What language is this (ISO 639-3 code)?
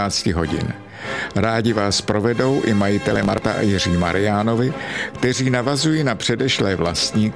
ces